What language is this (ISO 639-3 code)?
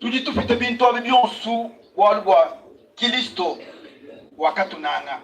lua